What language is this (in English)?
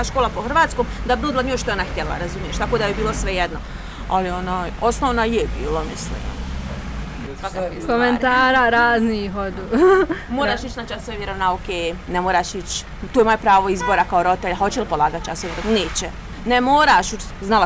Bosnian